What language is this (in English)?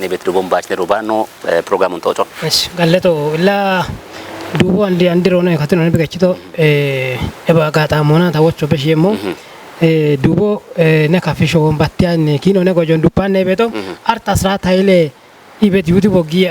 Kafa